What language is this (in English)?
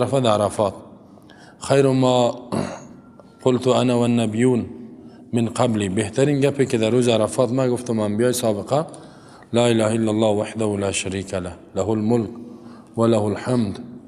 Persian